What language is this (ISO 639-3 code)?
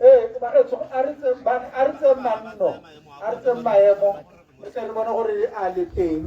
tsn